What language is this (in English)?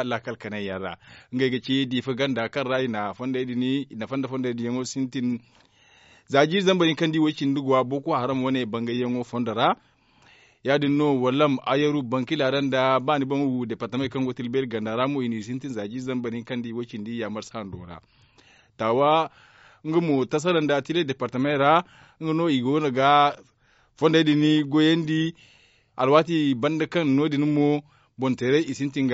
Zarma